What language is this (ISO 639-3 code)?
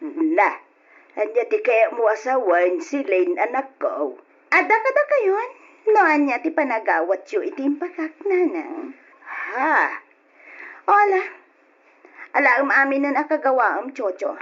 ilo